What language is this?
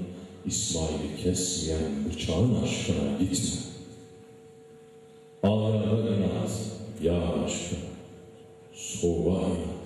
Turkish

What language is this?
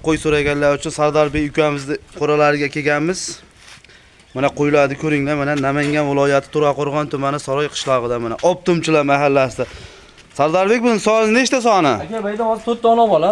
Uzbek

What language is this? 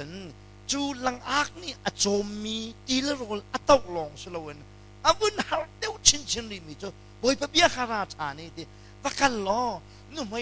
Hakha Chin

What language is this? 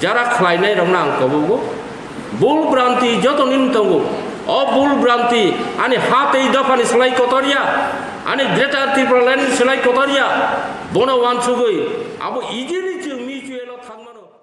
Kok Borok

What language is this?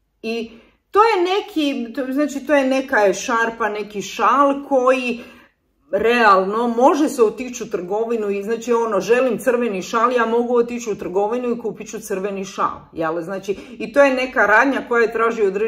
Croatian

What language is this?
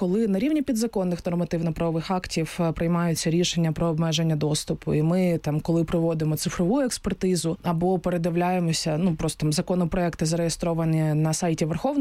Ukrainian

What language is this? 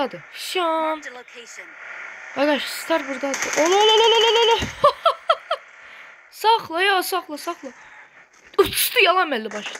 Azerbaijani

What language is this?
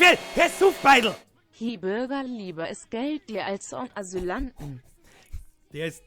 Bavarian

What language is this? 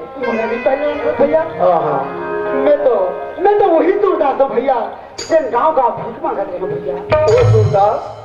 Chhattisgarhi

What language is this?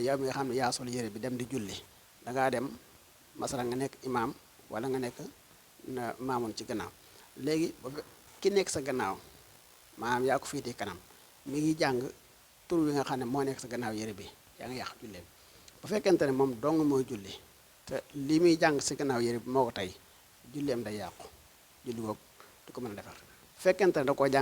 Wolof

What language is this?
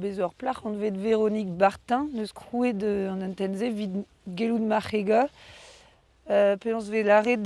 Breton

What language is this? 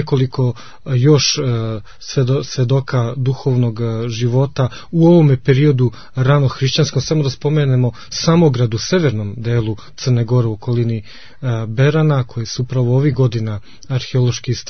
Serbian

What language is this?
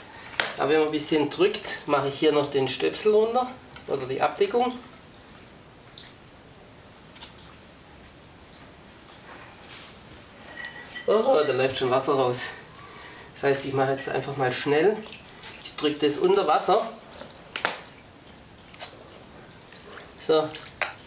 German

